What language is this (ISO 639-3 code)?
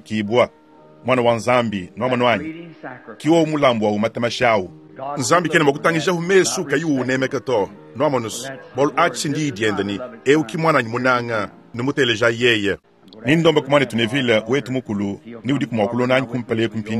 lua